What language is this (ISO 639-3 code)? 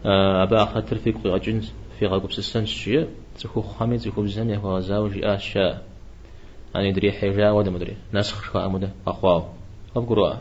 kbd